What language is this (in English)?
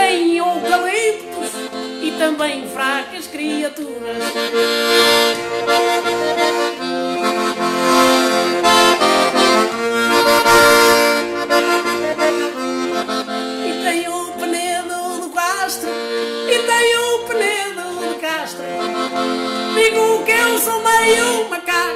Portuguese